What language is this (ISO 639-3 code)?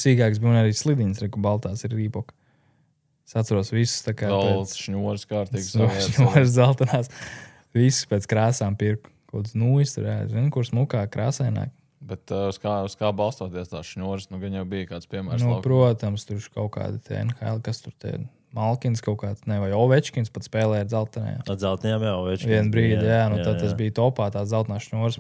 lav